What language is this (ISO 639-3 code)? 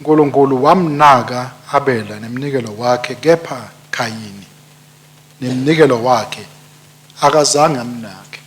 ssw